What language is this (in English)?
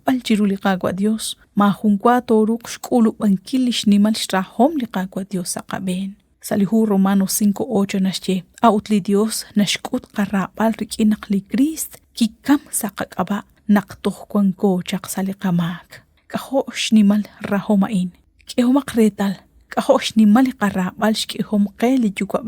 Kekchí